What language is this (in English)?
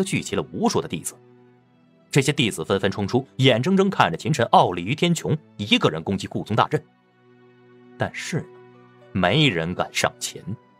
Chinese